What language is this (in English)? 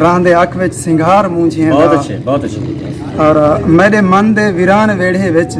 Saraiki